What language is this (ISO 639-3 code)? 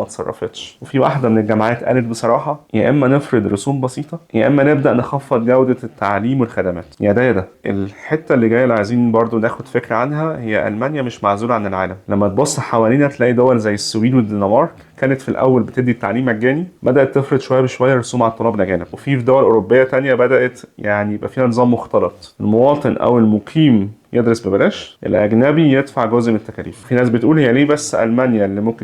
arz